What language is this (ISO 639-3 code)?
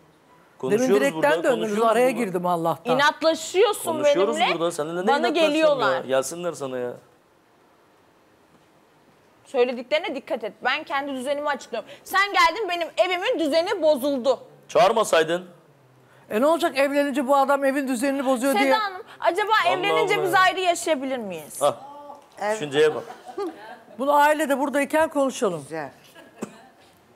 tur